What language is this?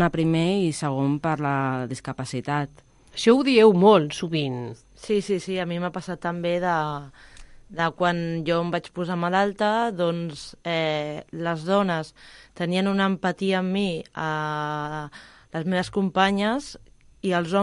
Catalan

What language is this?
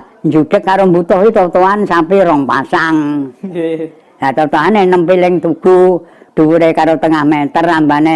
Javanese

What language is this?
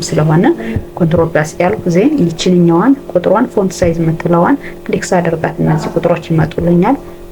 Amharic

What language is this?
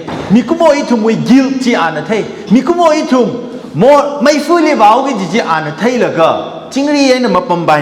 Tangkhul Naga (India)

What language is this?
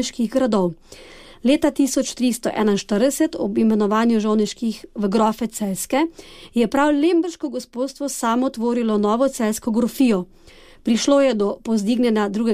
Slovenian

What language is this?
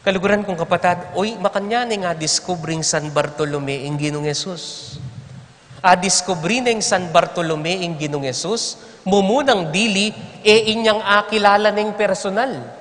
Pampanga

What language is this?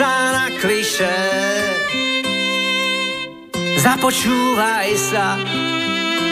Slovak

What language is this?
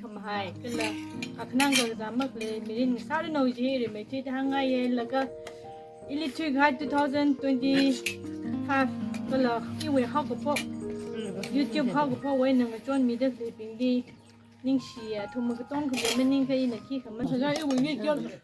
Tangkhul Naga (India)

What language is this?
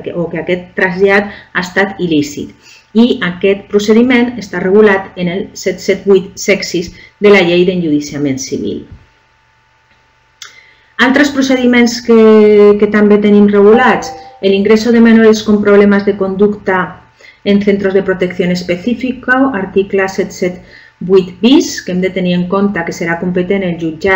Catalan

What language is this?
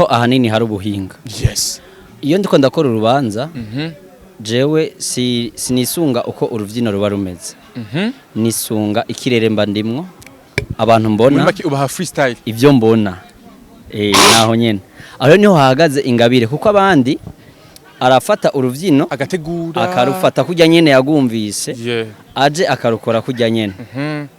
Rundi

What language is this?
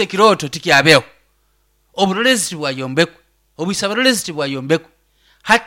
Nyoro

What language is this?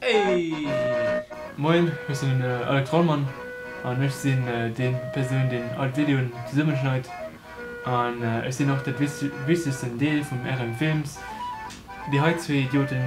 Luxembourgish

